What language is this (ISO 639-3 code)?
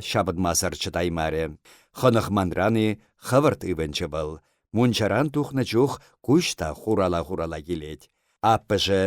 chv